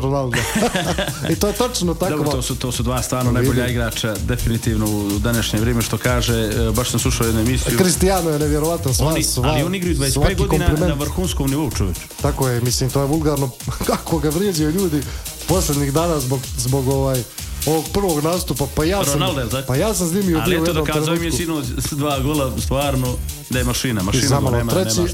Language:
Bosnian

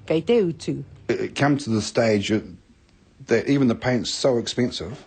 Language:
Māori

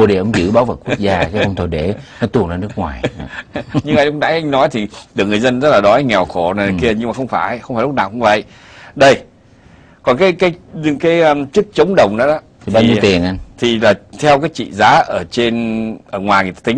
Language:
Vietnamese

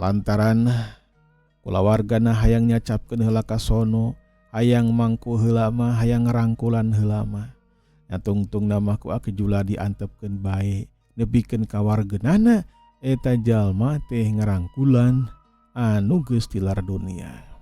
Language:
Sundanese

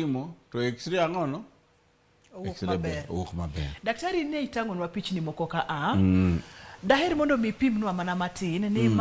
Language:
Luo (Kenya and Tanzania)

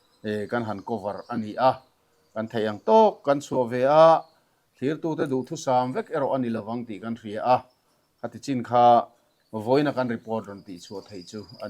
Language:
Mizo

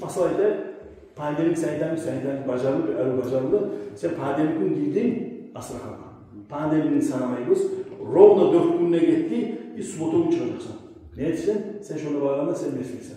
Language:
Kumyk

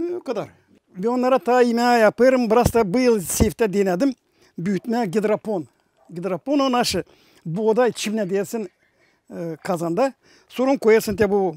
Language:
Gagauz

